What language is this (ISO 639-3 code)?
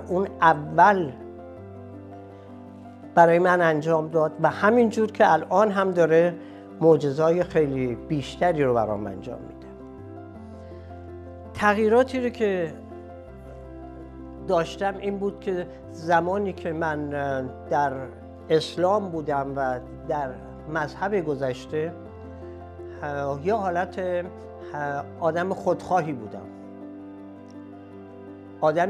fas